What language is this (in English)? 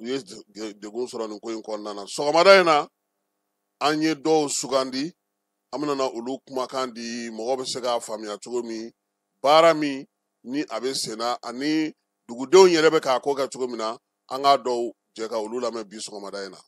Bambara